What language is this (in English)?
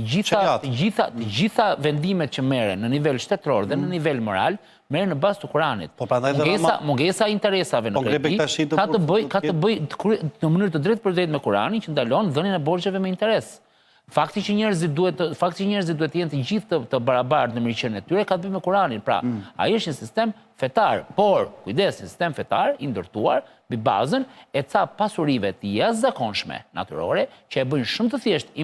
Albanian